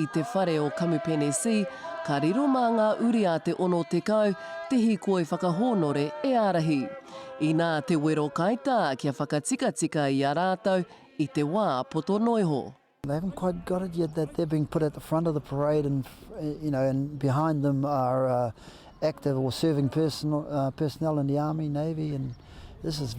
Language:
Māori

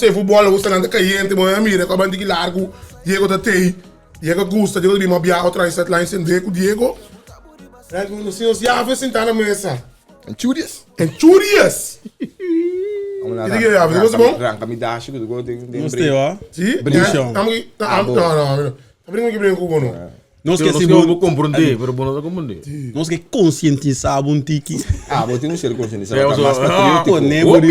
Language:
Papiamento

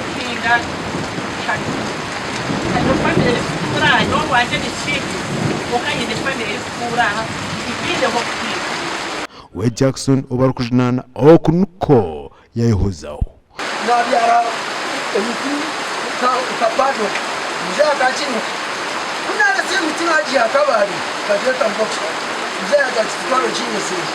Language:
Nyankole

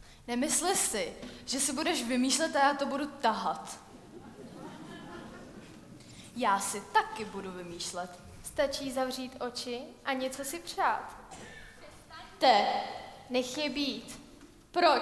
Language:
Czech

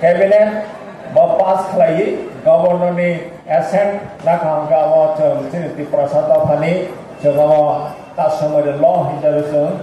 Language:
Riang (India)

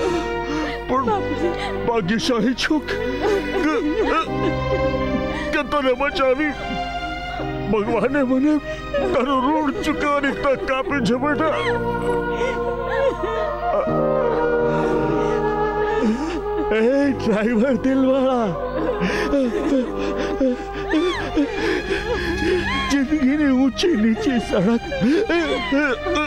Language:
Gujarati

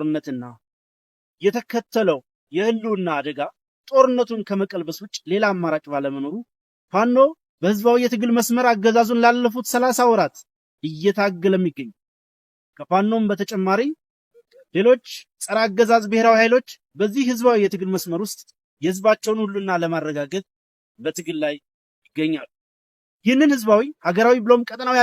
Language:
Amharic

